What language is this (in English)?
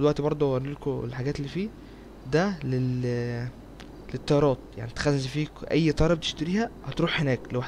Egyptian Arabic